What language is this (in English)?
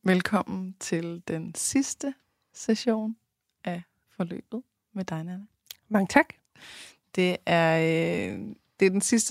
Danish